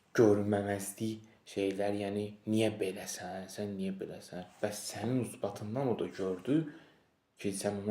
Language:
Azerbaijani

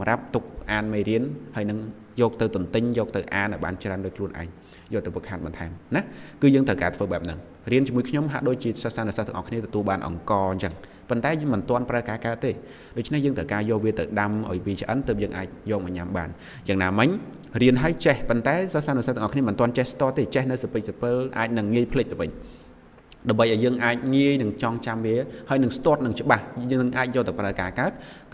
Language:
Khmer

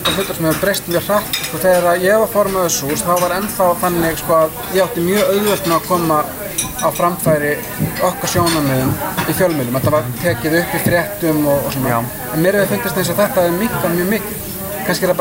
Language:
Icelandic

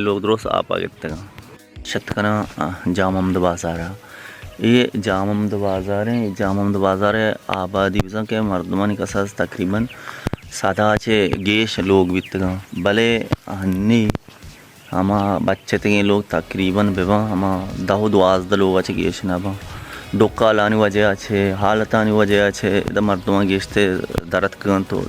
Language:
Baluchi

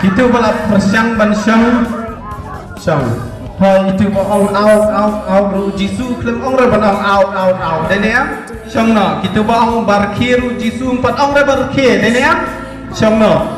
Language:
Khasi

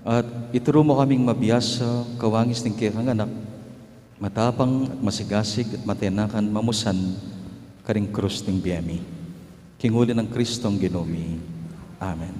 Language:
Pampanga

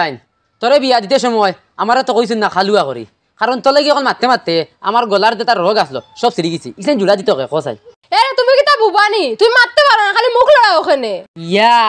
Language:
Sylheti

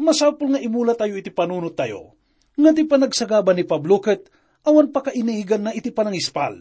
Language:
Iloko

